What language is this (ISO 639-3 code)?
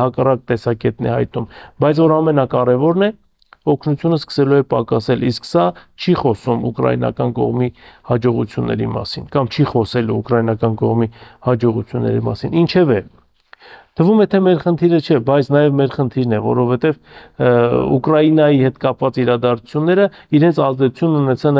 hye